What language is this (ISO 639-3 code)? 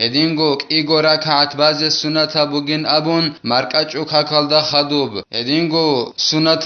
ava